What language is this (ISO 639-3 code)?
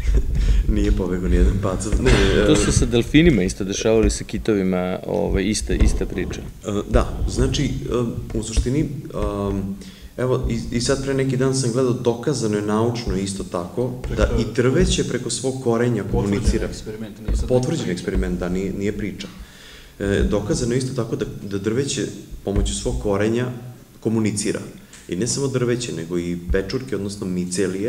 srp